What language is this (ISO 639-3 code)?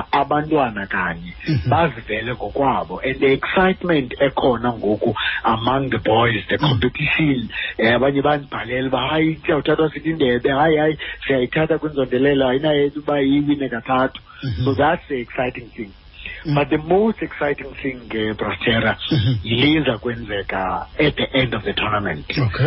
xho